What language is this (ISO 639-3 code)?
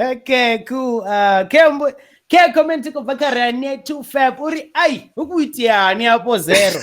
ven